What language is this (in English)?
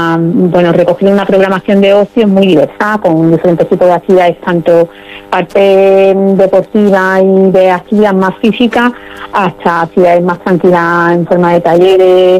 Spanish